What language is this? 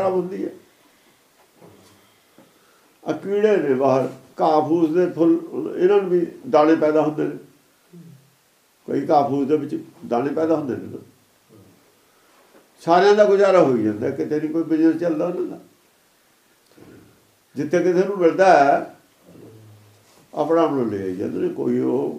Punjabi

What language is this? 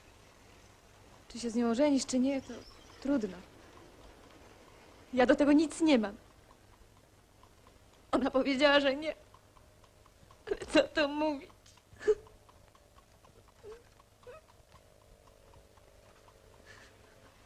Polish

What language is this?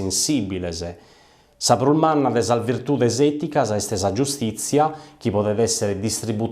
Sardinian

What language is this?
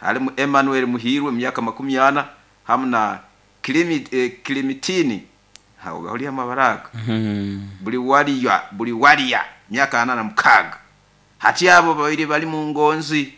Nyoro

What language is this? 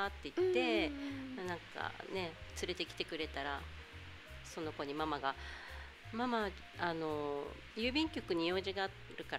Japanese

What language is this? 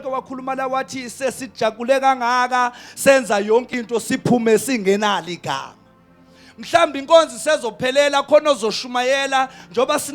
Zulu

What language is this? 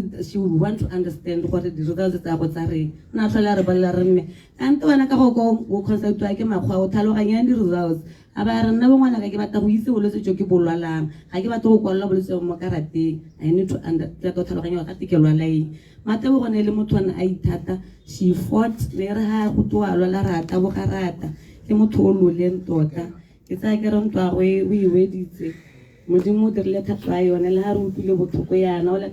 Tswana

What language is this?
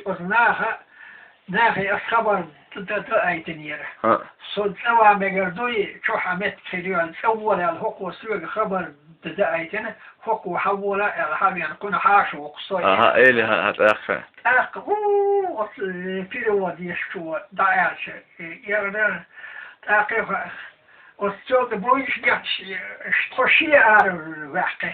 Chechen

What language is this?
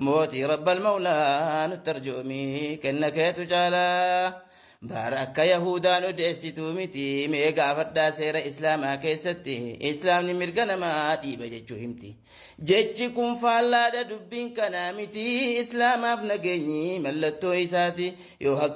Oromo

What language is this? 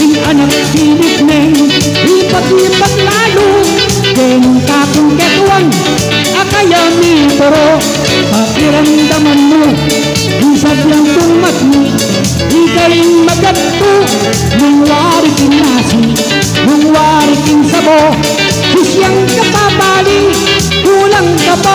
Pampanga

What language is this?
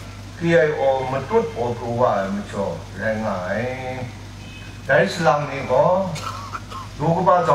Kachin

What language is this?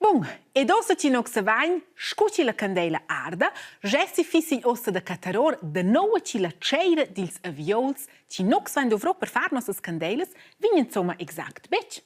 Romansh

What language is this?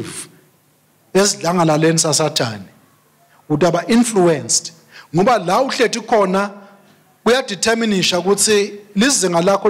Swati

